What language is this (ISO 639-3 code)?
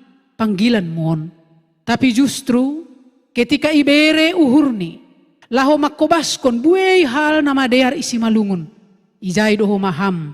bts